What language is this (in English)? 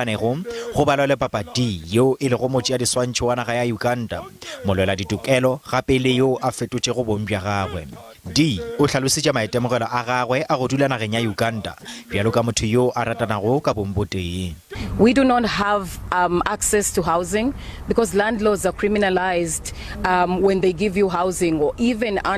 Northern Sotho